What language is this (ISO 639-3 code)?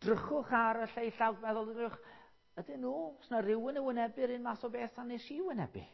cym